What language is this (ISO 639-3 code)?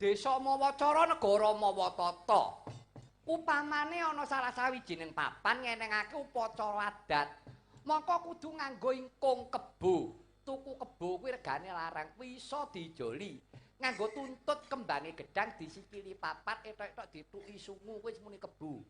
jav